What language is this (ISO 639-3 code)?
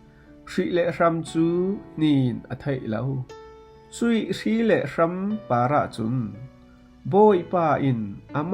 cfm